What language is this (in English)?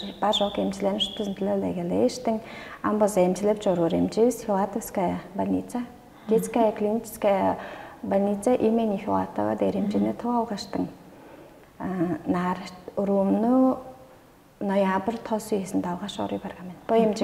Tuvinian